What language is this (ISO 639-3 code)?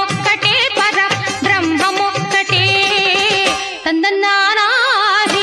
tel